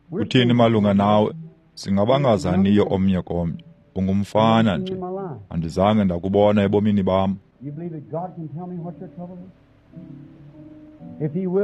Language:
Xhosa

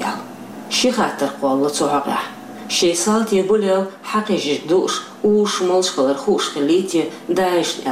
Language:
Chechen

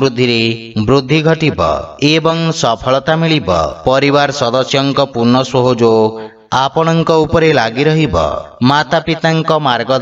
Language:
Odia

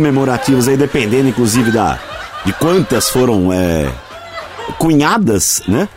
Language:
Portuguese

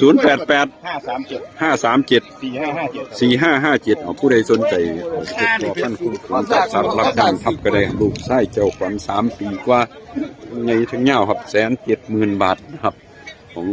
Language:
Northeastern Thai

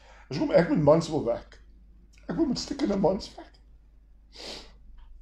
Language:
Afrikaans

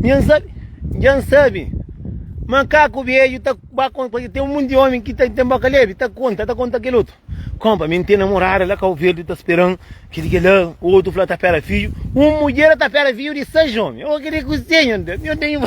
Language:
Kabuverdianu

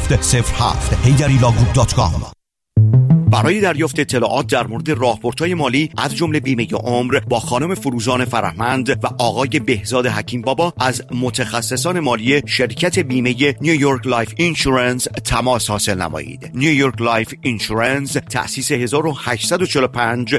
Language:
Persian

